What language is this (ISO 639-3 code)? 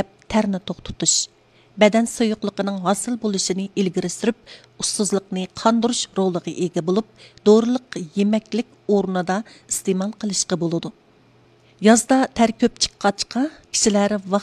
uig